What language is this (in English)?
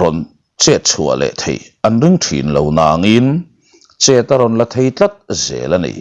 Mizo